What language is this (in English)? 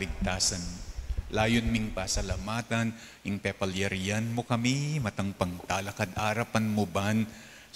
Pampanga